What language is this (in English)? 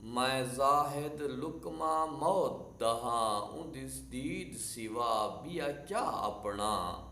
Saraiki